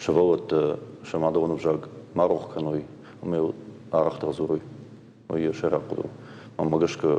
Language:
Ossetic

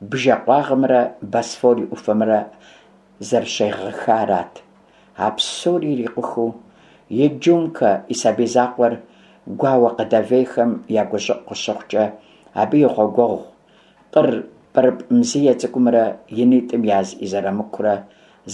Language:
Kabardian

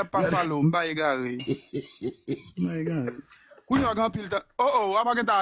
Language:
Haitian Creole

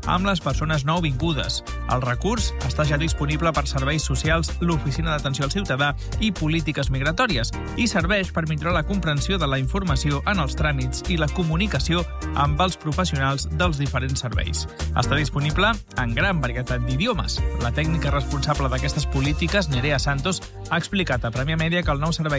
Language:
Catalan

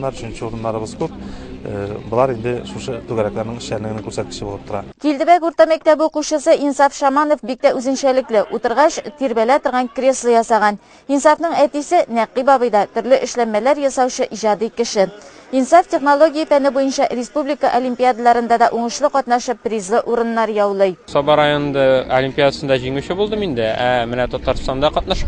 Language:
Tatar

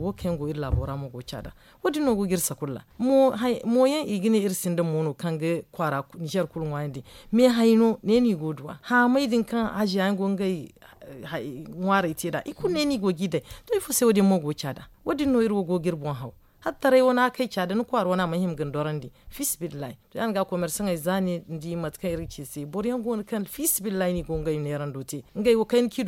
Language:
Zarma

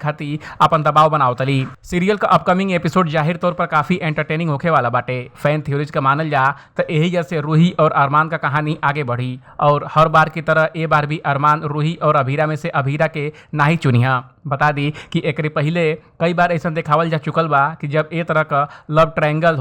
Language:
Bhojpuri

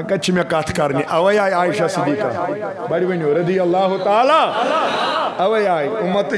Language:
Kashmiri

